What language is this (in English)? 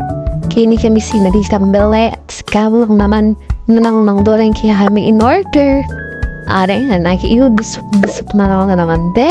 Pampanga